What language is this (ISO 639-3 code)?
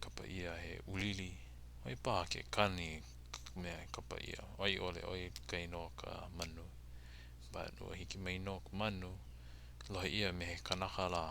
haw